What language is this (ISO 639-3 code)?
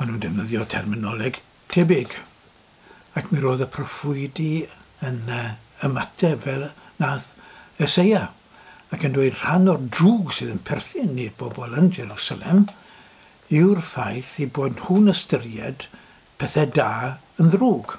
cym